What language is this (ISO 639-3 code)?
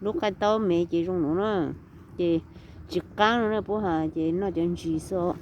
hmn